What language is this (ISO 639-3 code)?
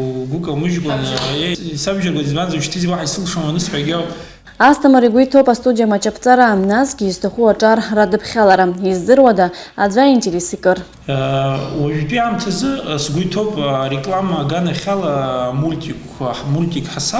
abk